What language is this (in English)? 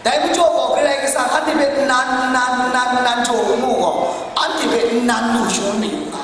Kachin